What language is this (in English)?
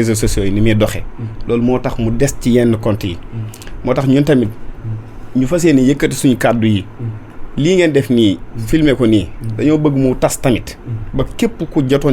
Wolof